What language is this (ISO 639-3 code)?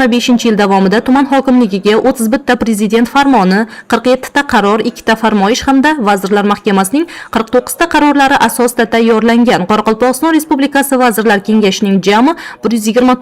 uzb